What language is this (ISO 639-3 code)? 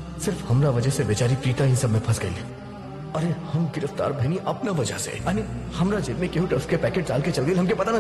bho